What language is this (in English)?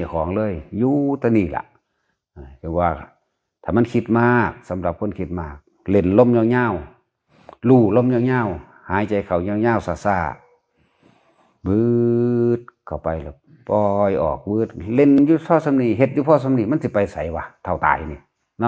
Northeastern Thai